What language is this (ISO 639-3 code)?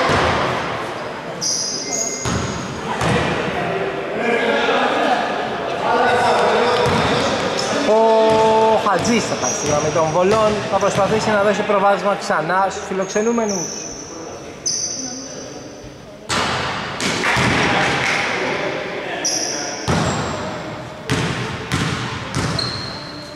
ell